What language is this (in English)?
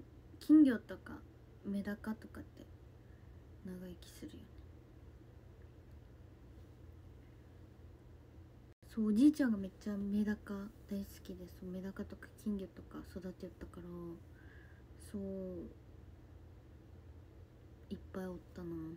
Japanese